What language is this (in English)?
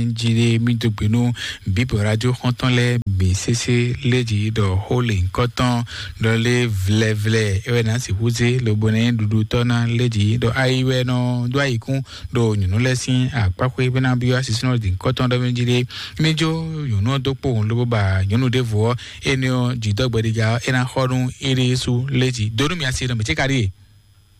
Fon